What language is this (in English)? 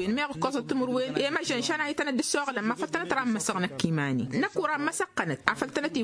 Tamasheq